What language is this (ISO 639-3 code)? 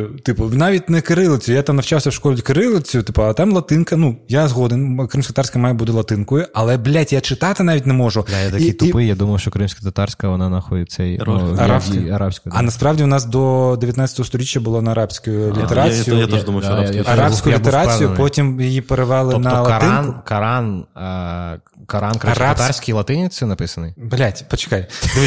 ukr